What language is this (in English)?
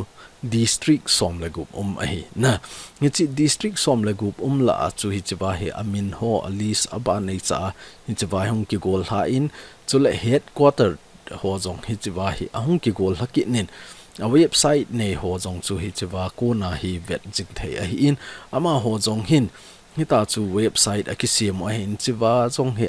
Thado Chin